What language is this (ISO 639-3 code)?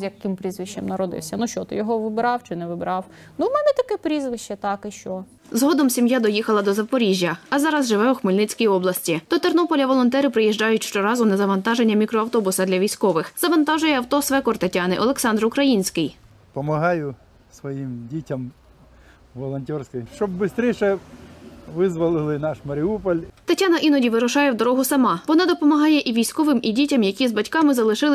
ukr